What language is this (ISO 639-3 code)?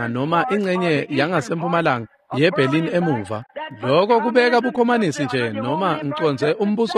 ssw